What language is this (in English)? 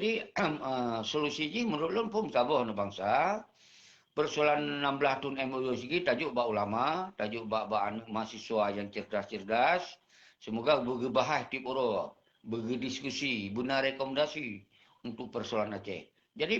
Achinese